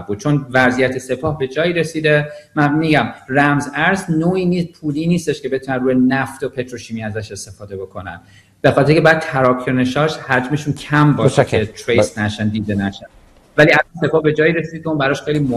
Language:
Persian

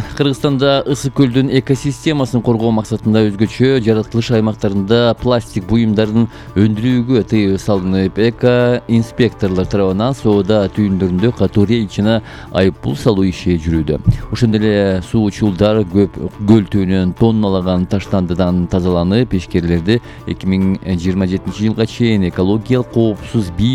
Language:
Kyrgyz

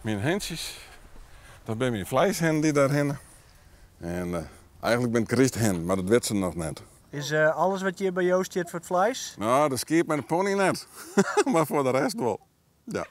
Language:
Western Frisian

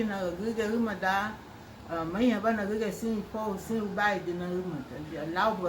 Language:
Garifuna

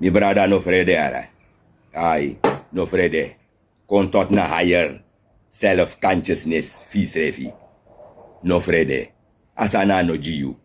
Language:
Sranan Tongo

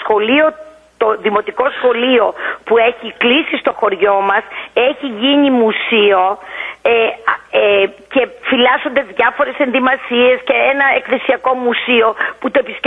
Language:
Greek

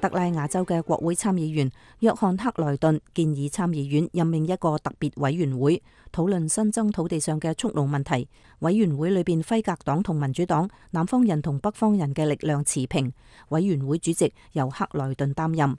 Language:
Cantonese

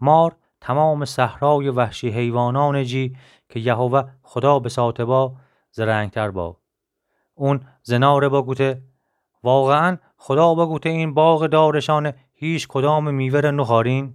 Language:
Gilaki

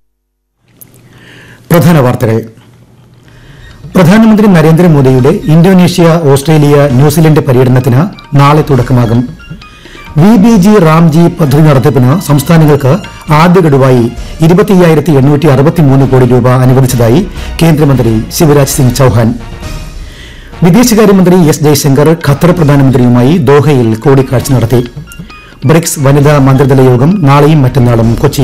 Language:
Malayalam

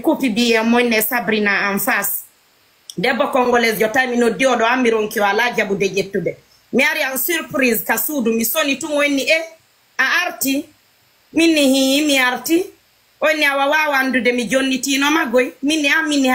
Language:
Fula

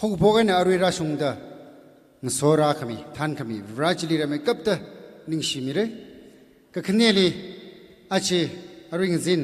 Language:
Tangkhul Naga (India)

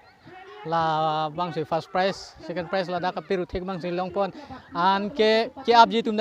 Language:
Karbi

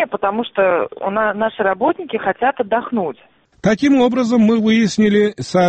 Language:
Russian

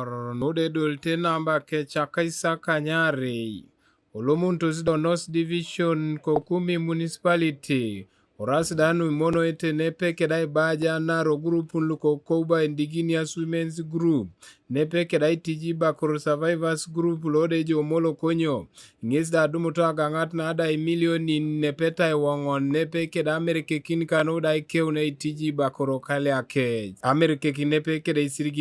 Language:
Teso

